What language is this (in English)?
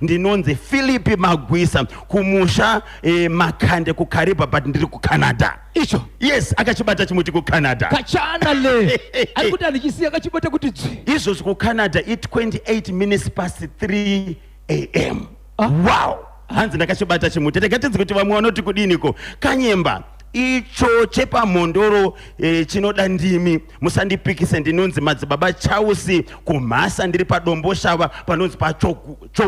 Shona